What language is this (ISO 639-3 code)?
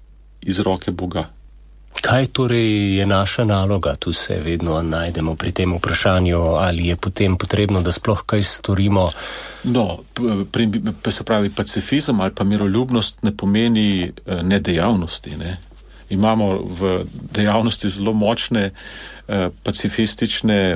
slv